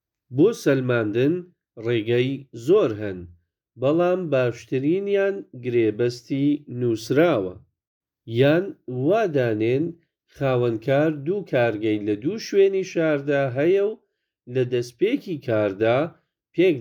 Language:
Central Kurdish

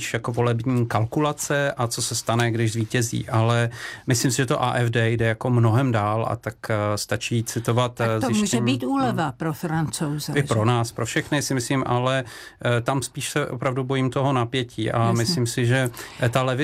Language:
Czech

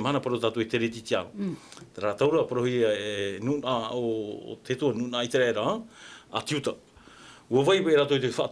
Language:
Tahitian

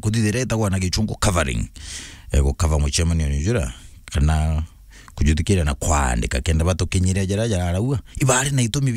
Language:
Meru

